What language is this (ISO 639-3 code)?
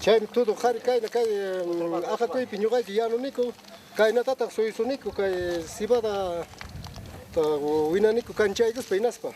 quy